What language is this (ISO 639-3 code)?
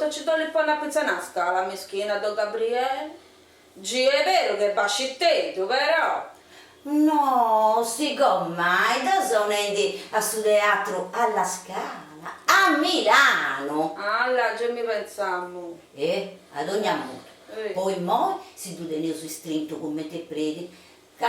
srd